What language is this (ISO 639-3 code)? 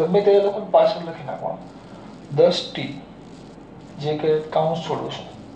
guj